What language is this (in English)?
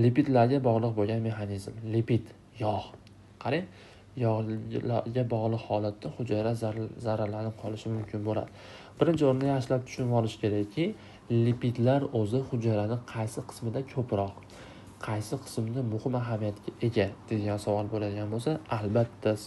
Uzbek